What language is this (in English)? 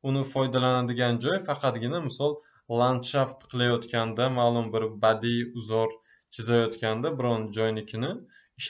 Uzbek